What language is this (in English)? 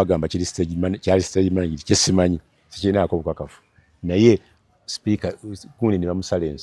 Ganda